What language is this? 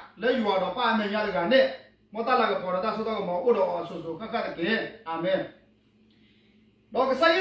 S'gaw Karen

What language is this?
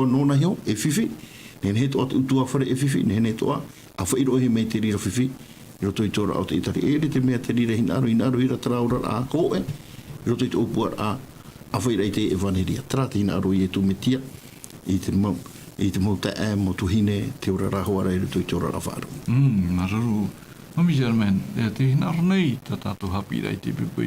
Tahitian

